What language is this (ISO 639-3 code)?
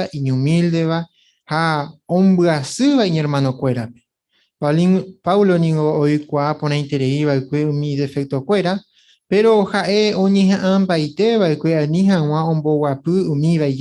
grn